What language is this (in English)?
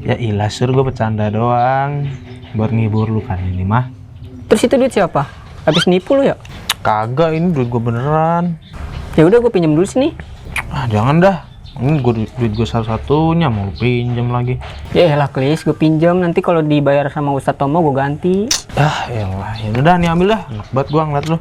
Betawi